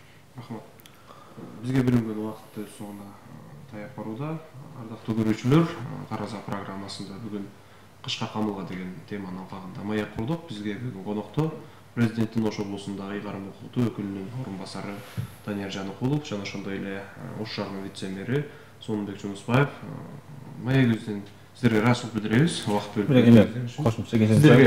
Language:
Kyrgyz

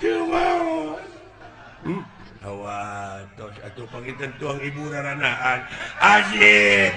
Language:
Sundanese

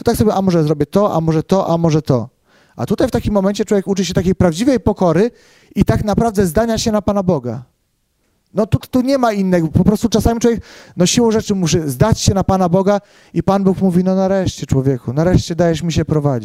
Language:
Polish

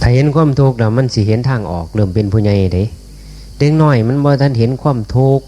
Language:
Northeastern Thai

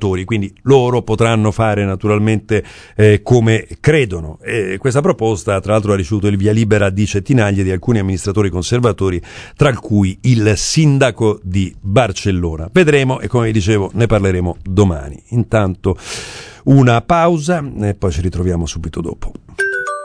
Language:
Italian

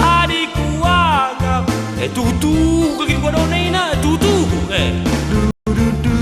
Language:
Batak Karo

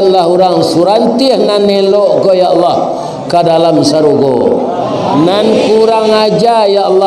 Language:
Minangkabau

